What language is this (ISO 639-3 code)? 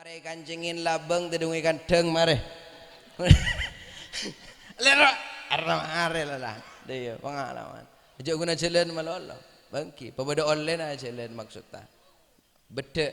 mad